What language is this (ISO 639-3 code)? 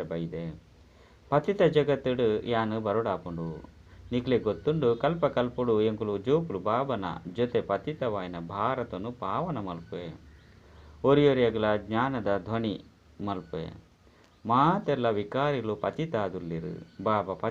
tcy